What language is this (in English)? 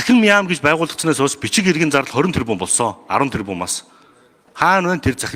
Mongolian